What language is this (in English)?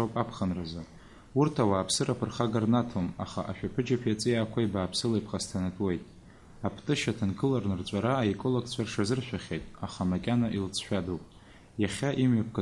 Abkhazian